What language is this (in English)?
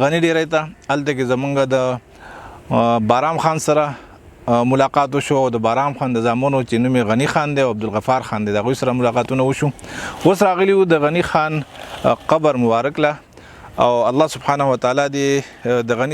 Pashto